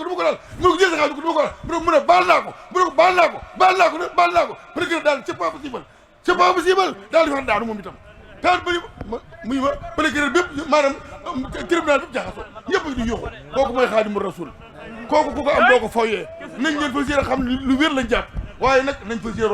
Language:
Wolof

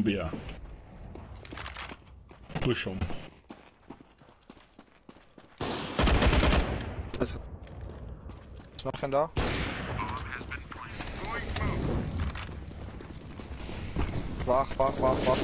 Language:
Afrikaans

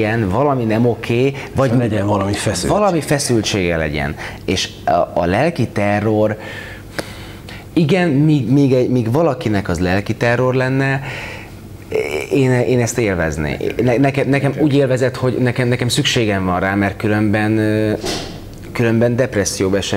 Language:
Hungarian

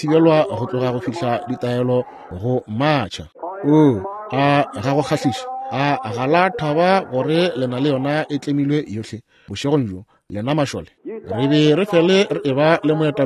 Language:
Northern Sotho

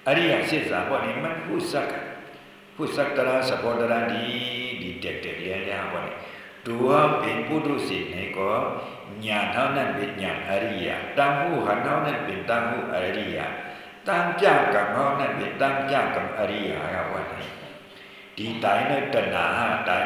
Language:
Shan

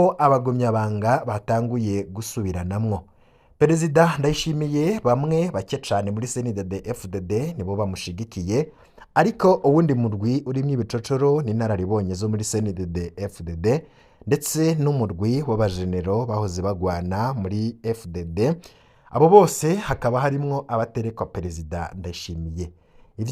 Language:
Rundi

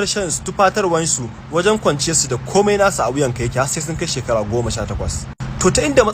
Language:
Hausa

